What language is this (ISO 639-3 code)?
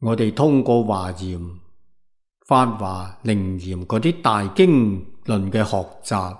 yue